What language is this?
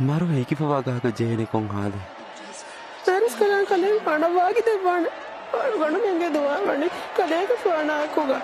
Divehi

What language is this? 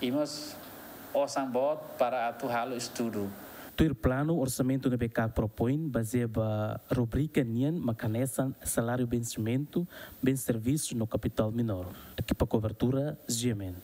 Tetum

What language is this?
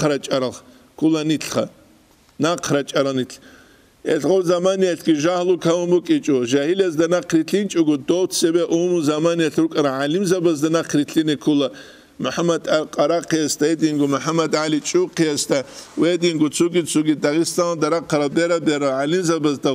Avaric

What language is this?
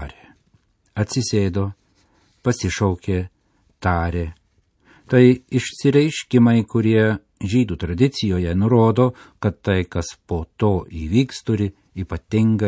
Lithuanian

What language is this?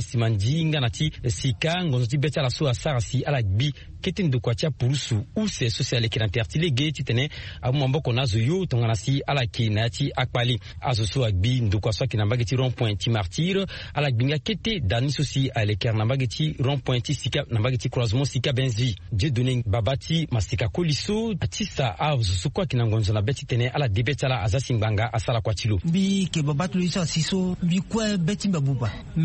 Sango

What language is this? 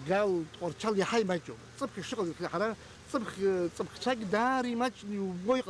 Abkhazian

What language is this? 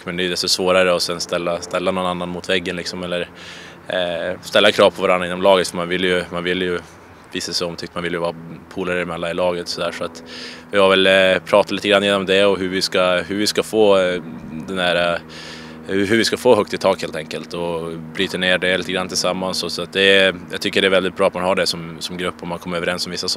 Swedish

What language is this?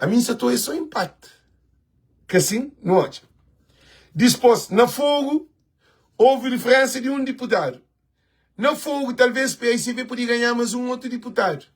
Kabuverdianu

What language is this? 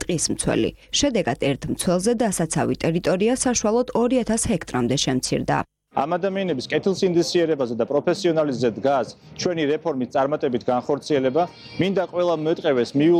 Georgian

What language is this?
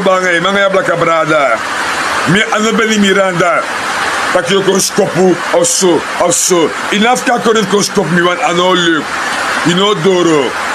Sranan Tongo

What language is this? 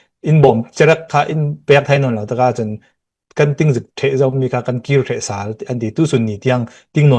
Falam Chin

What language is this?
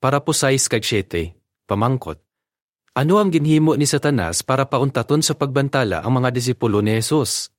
Hiligaynon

